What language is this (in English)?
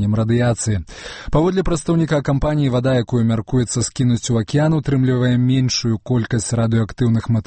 Belarusian